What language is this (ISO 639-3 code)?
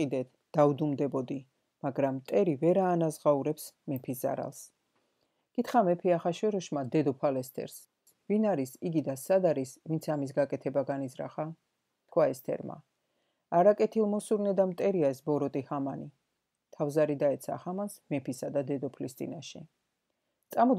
kat